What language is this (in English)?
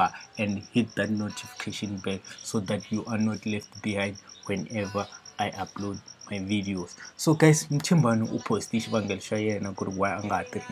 Tsonga